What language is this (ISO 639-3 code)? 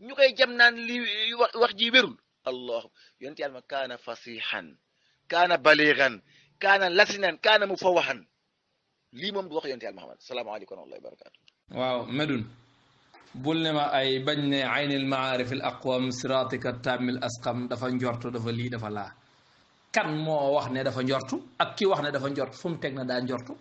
wol